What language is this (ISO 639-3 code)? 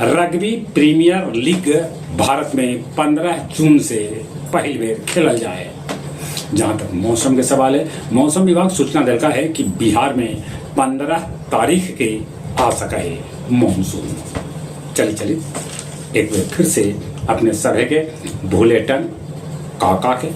mag